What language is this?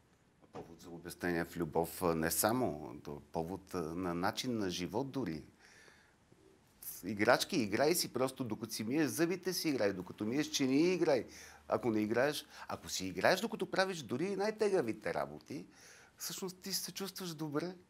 Bulgarian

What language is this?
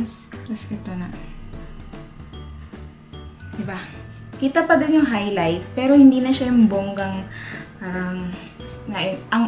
Filipino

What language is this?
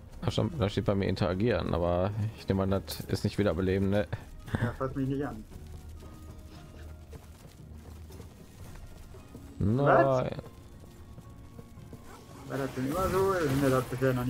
German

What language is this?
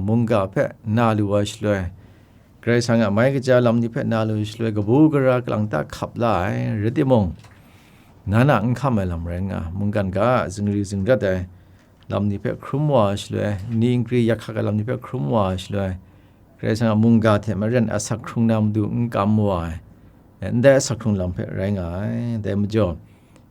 Kachin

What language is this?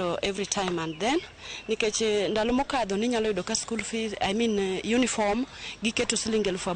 Luo (Kenya and Tanzania)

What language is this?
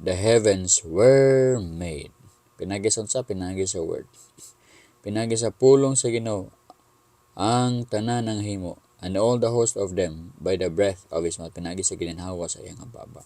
Cebuano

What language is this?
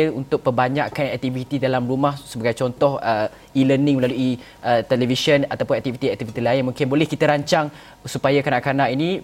Malay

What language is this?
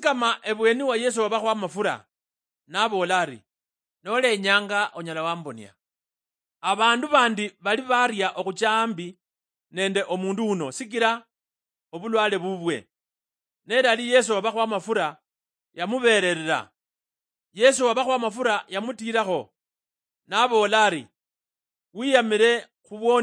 Luyia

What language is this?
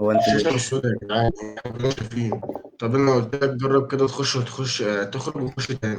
Egyptian Arabic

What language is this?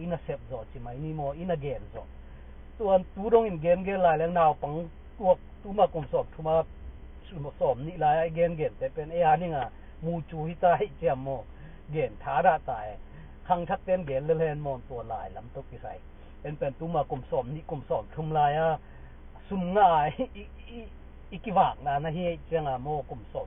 Tedim Chin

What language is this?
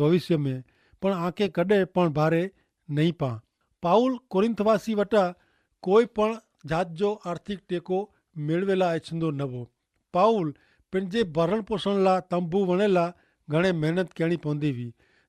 Kachhi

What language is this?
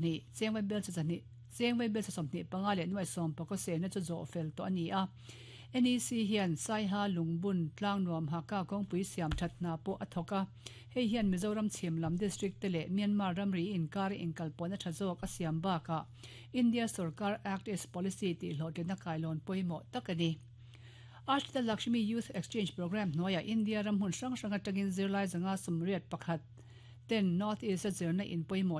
Mizo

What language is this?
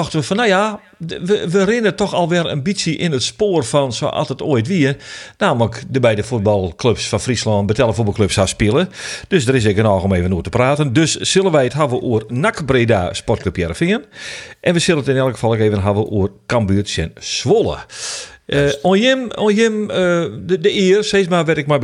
Western Frisian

